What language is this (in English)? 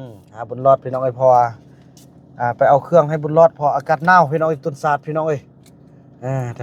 Northeastern Thai